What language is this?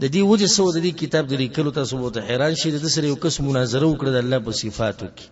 Pashto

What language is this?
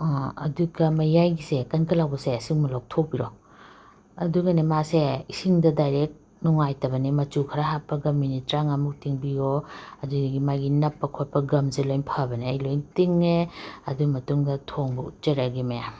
Manipuri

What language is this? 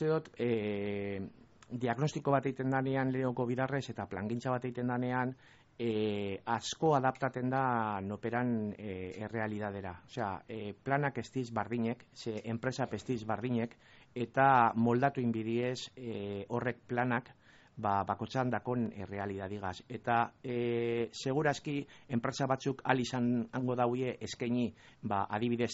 Basque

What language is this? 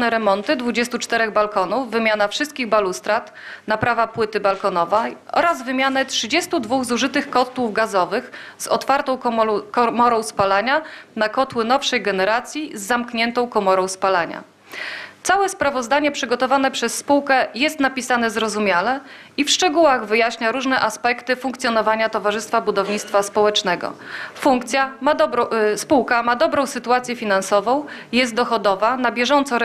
Polish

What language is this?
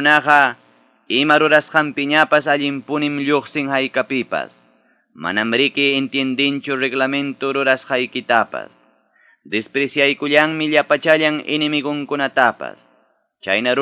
Quechua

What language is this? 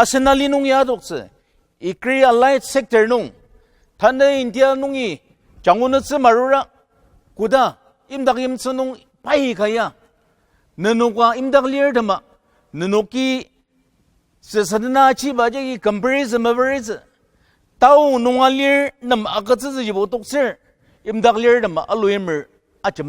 Ao Naga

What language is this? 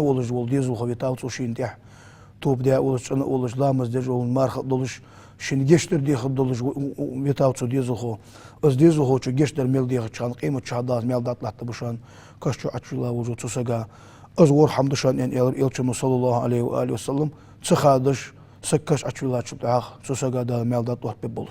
Ingush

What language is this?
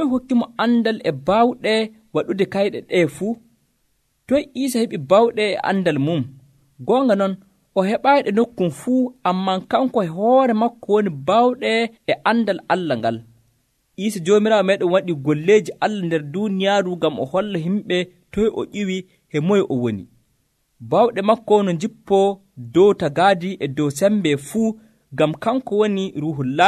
Nigerian Fulfulde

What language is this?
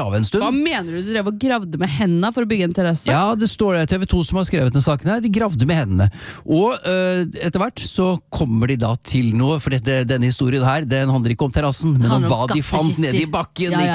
Norwegian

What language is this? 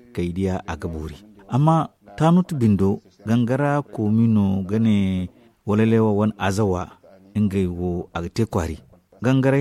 Zarma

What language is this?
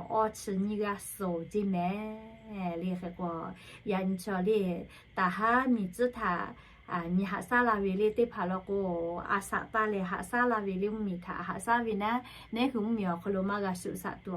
Lahu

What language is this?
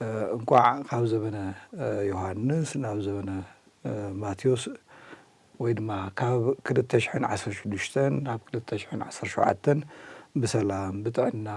Tigrinya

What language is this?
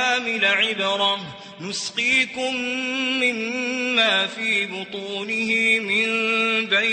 Maranao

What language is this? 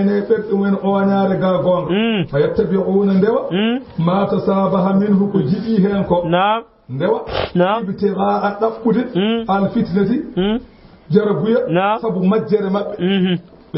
Fula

